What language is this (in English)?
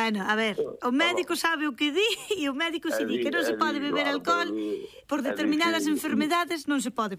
Galician